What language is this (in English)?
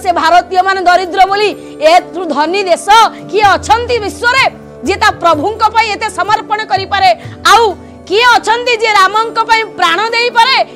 Odia